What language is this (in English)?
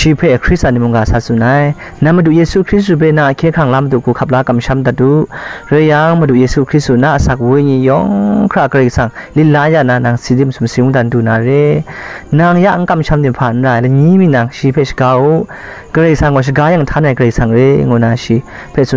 Kachin